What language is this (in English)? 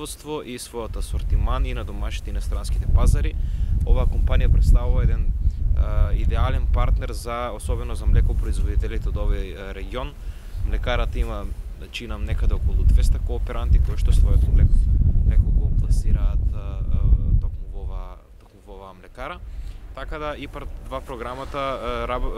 Macedonian